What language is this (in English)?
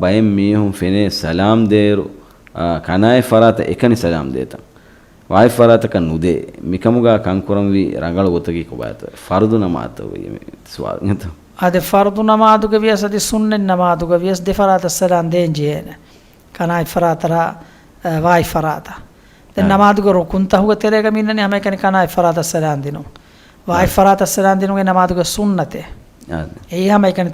Divehi